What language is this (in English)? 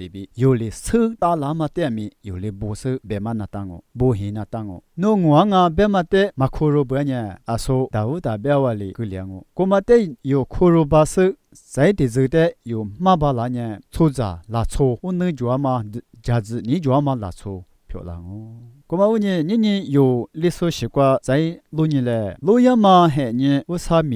Lisu